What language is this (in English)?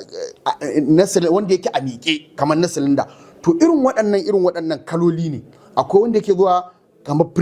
Hausa